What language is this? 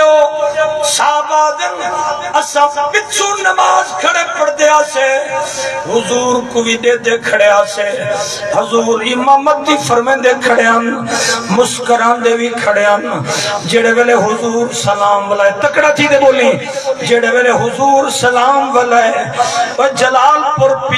Saraiki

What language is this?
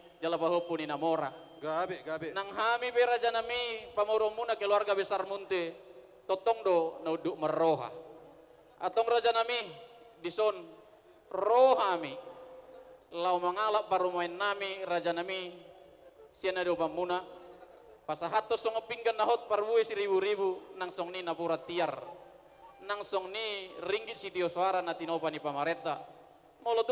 Batak Toba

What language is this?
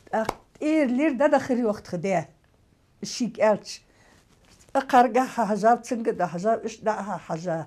Ingush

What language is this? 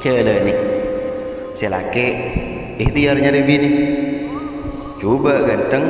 Madurese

